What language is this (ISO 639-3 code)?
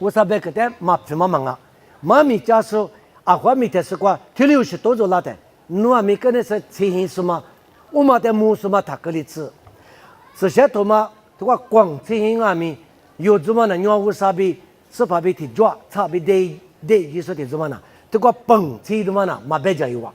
lis